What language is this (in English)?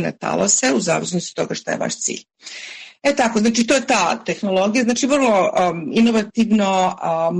Serbian